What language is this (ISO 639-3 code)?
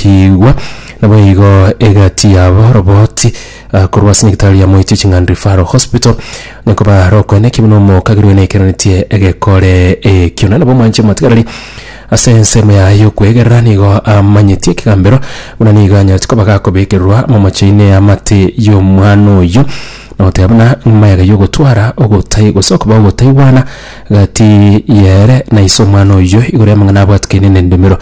guz